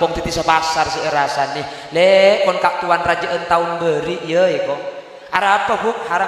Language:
Madurese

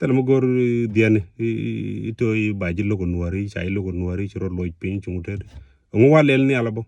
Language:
Nuer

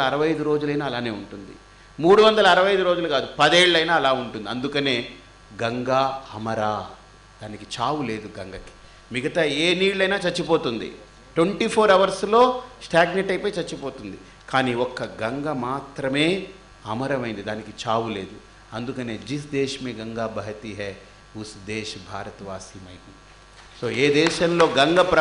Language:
Telugu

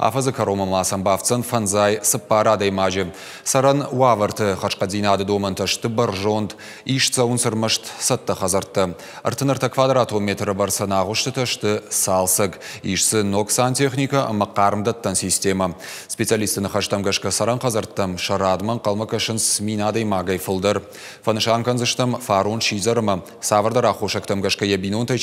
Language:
Ossetic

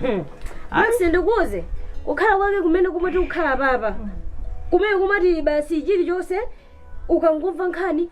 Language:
Nyanja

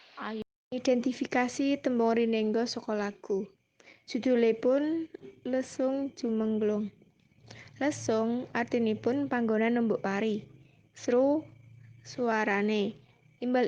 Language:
Javanese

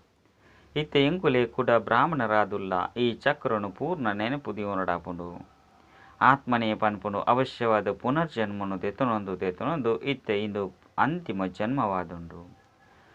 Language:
Tulu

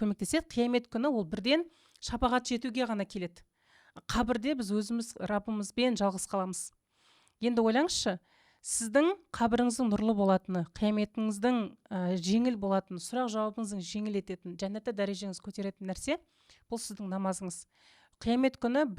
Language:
Kazakh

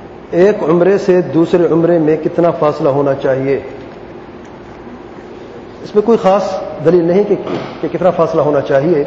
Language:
Urdu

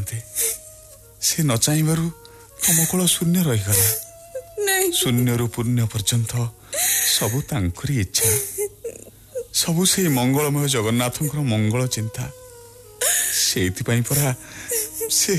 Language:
Odia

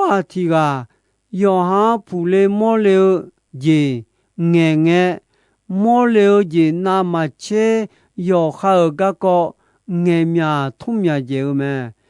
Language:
Akha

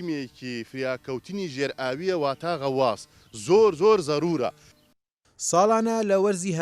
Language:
Central Kurdish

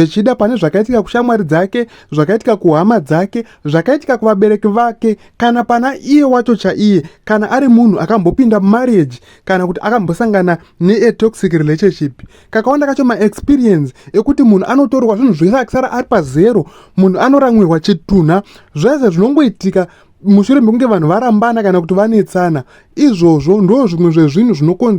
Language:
Shona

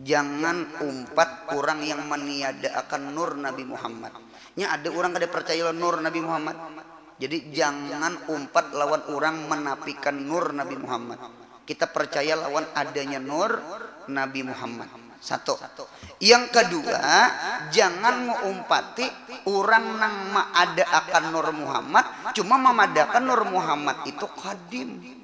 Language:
Banjar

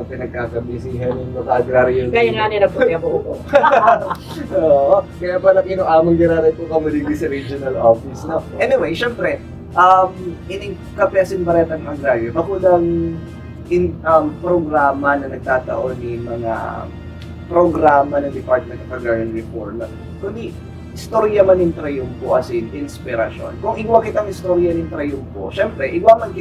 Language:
Bikol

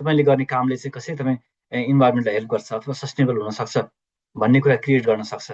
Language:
Nepali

